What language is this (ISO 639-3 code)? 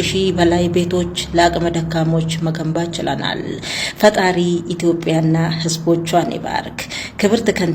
amh